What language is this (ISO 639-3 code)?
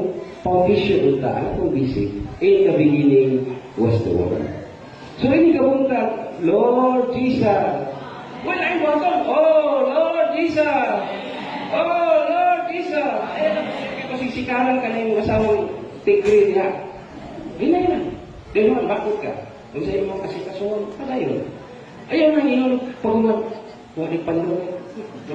ceb